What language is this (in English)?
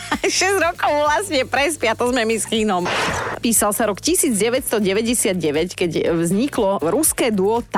Slovak